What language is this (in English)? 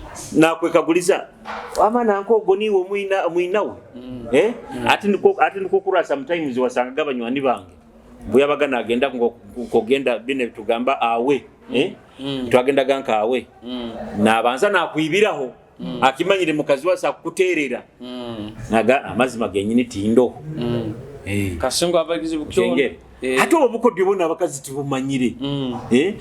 Nyoro